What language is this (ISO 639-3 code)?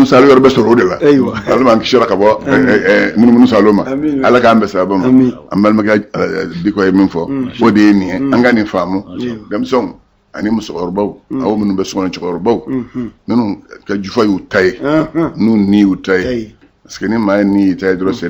bam